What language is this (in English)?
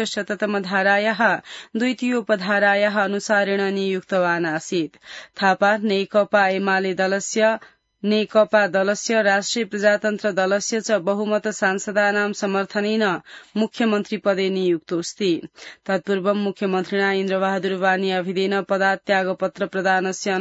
Sanskrit